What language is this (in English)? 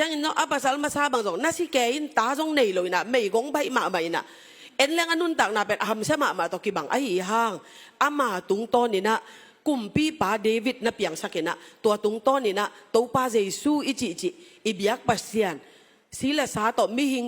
Tedim Chin